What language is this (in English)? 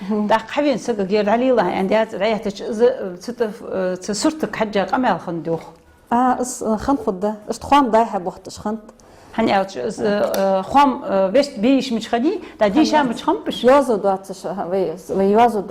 Ingush